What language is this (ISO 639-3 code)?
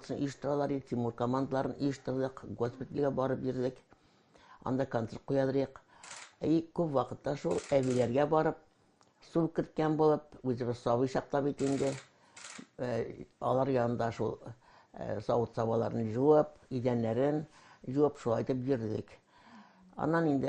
tat